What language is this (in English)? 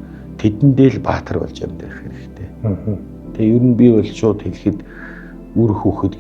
Mongolian